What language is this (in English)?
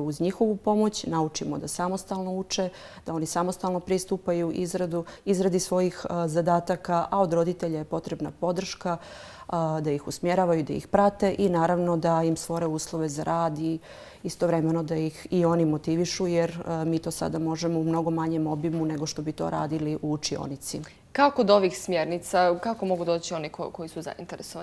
Croatian